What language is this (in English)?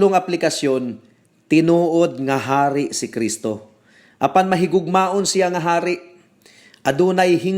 Cebuano